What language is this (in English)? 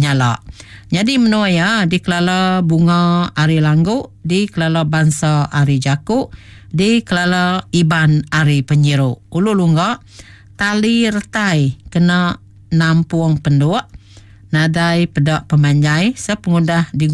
Iban